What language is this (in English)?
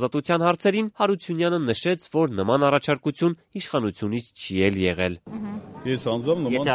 Armenian